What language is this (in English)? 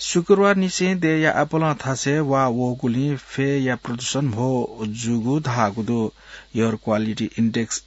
Newari